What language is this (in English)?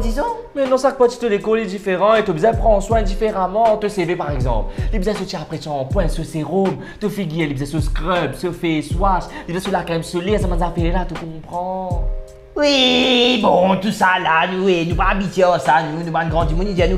Morisyen